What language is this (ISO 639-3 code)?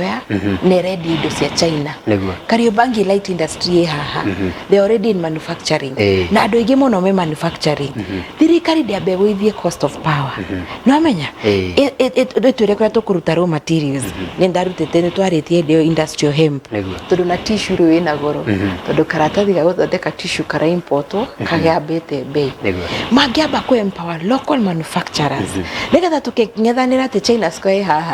kik